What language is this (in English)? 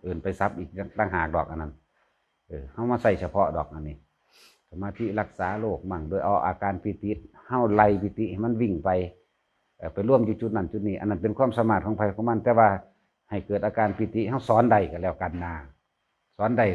Northeastern Thai